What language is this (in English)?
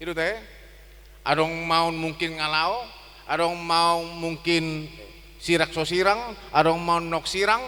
Batak Toba